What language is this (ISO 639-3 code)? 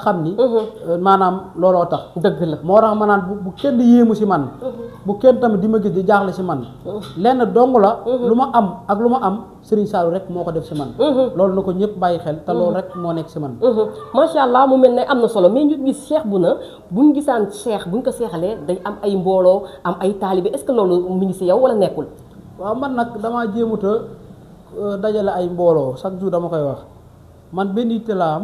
wol